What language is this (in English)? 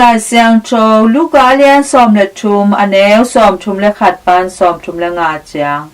Tedim Chin